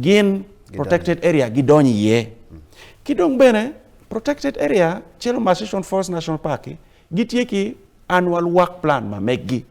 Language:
Acoli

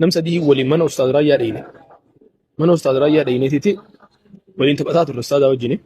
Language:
Oromo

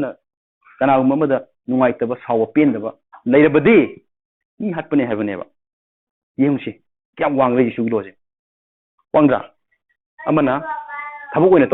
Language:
Manipuri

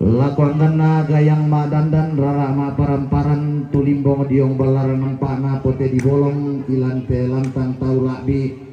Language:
Toraja-Sa'dan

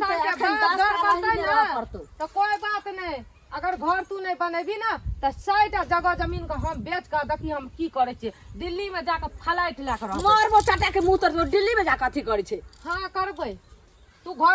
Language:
Maithili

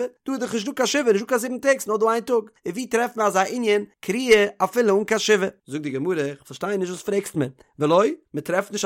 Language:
Yiddish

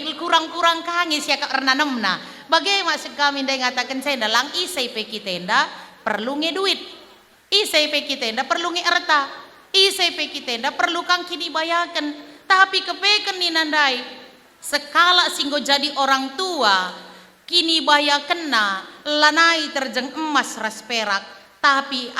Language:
Batak Karo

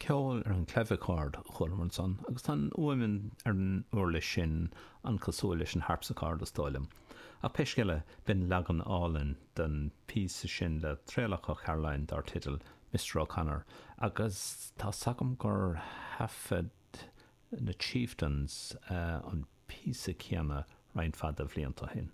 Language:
Irish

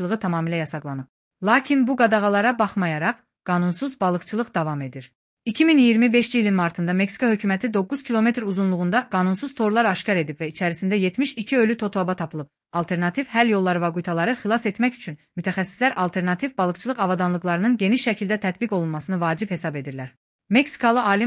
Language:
Azerbaijani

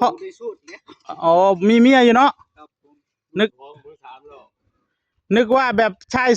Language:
Northeastern Thai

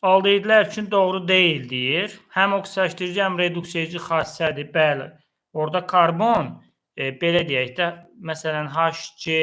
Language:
Azerbaijani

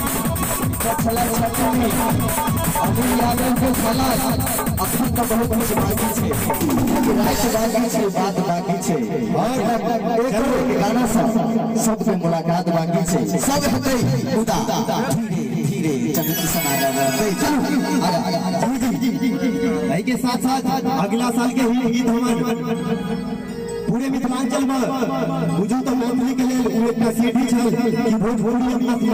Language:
Maithili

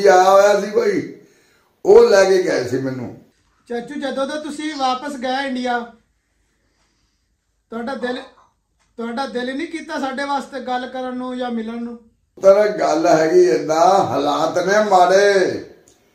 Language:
Punjabi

